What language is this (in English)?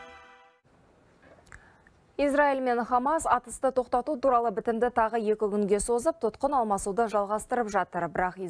Kazakh